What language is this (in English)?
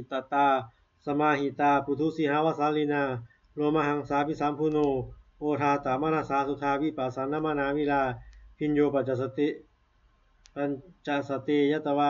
Pali